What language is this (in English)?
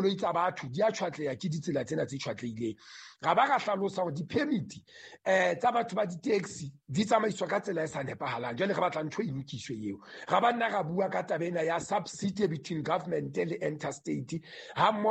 Southern Sotho